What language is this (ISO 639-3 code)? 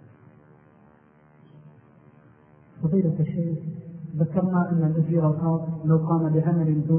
ara